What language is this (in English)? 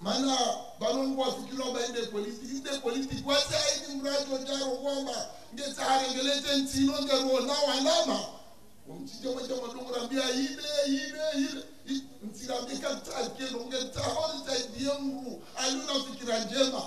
Ngazidja Comorian